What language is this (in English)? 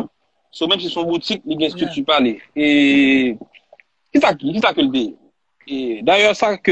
Haitian Creole